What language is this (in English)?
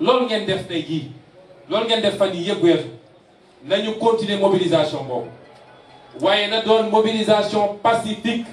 Wolof